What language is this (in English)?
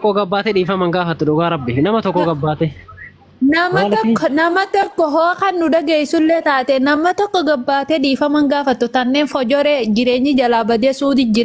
Oromo